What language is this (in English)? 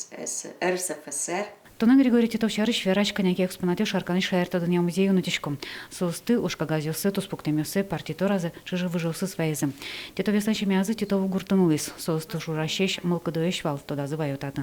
Udmurt